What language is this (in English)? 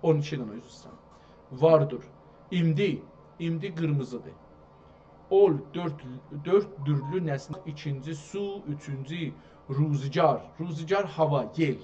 South Azerbaijani